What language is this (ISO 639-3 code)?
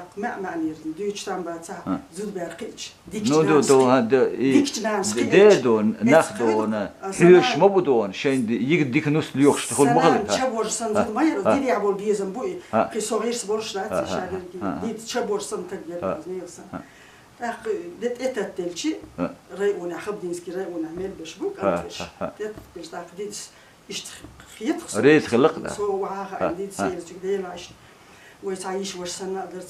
che